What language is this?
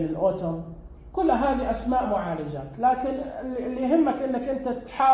Najdi Arabic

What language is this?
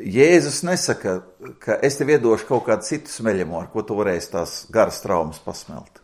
Latvian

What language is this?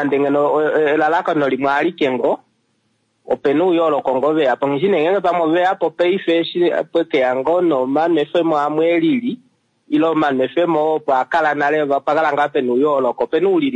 Kuanyama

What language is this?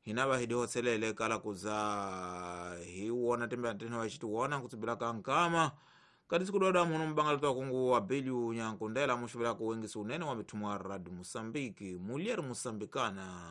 Tsonga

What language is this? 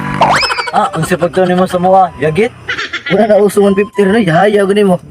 Cebuano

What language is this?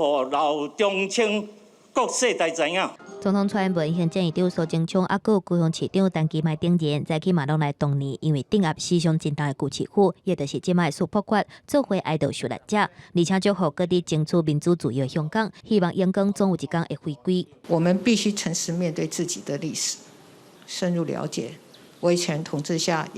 Min Nan Chinese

